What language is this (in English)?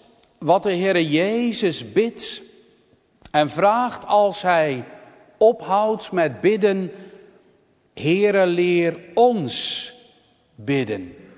Dutch